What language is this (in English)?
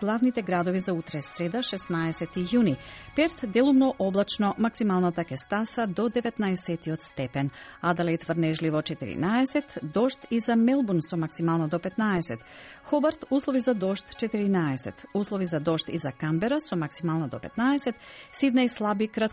Macedonian